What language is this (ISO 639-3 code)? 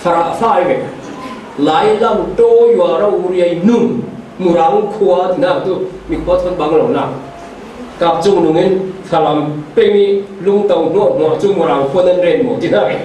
cfm